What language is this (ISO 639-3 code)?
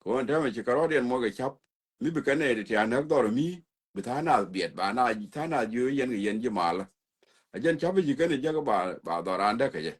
nus